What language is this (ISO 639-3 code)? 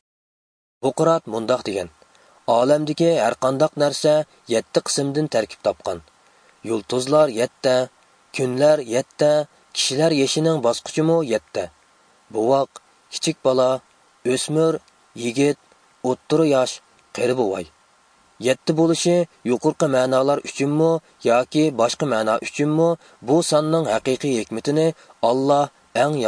uig